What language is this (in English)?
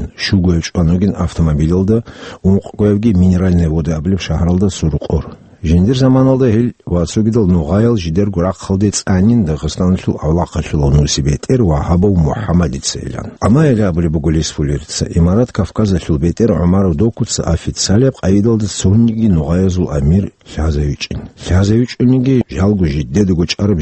Avaric